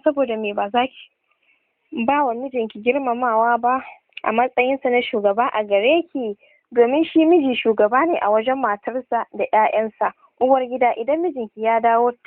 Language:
Hausa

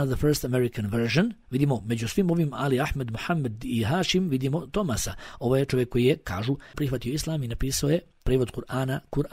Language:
Bosnian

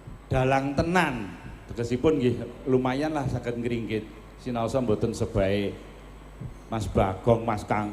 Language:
Javanese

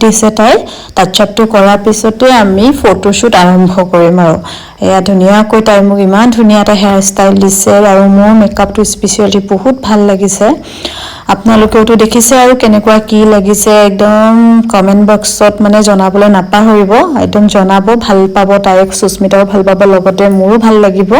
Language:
Assamese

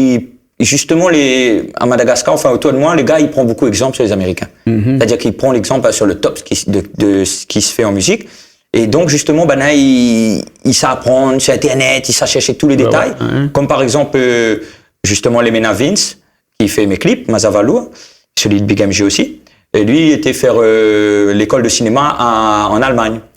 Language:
Réunion Creole French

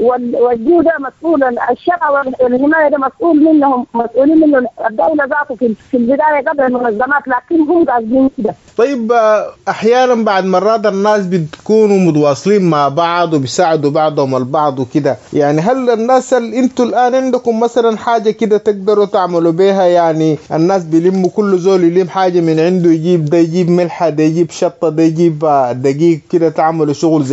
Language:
Sudanese Arabic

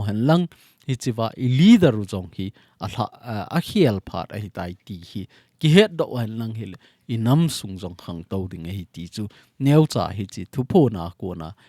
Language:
Thado Chin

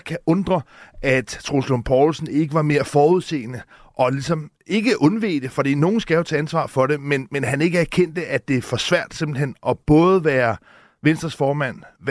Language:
Danish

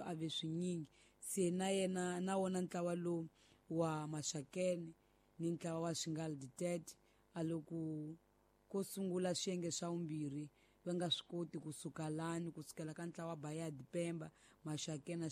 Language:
Tsonga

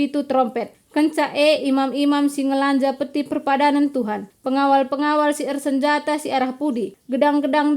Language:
Batak Karo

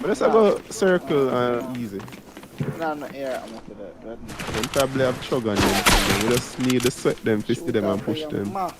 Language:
Jamaican Creole English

